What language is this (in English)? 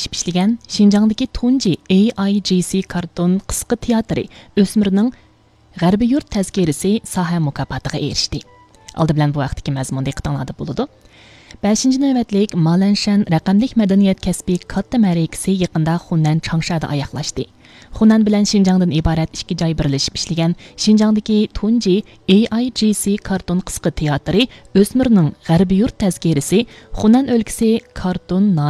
Uyghur